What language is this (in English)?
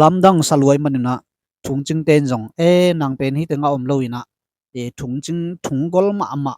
Tedim Chin